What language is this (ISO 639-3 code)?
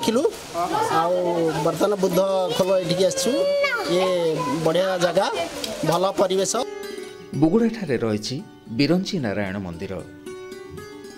ori